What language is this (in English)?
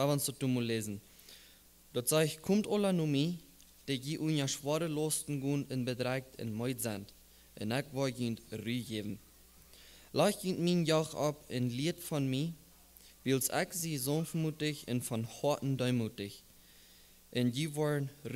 Plautdietsch